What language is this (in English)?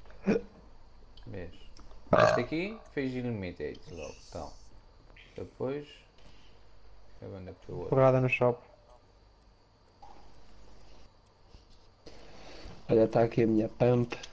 Portuguese